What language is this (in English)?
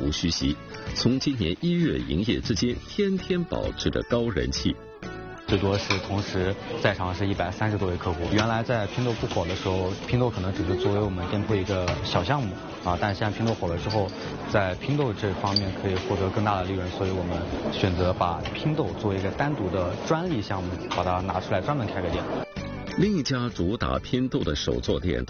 Chinese